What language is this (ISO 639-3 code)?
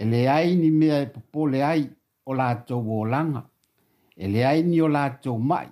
smo